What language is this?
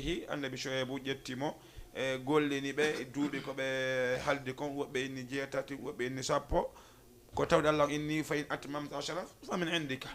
Fula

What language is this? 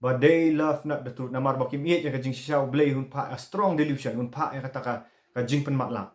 Khasi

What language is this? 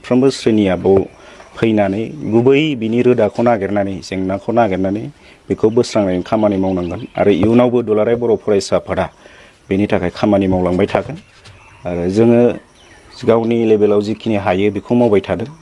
Bodo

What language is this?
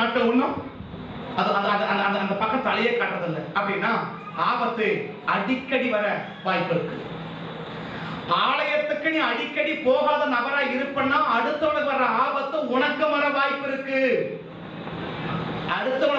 Tamil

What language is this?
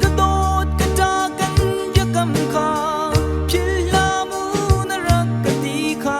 Hakha Chin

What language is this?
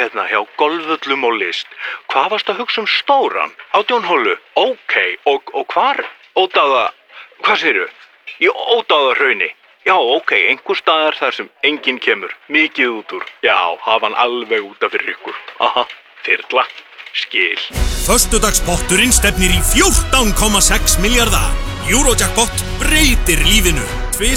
Icelandic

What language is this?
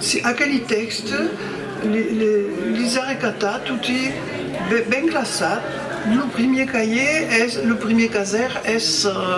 Occitan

